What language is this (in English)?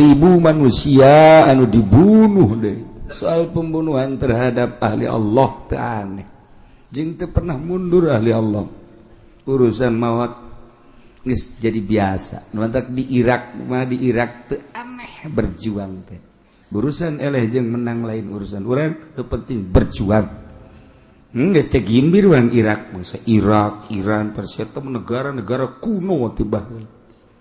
Sundanese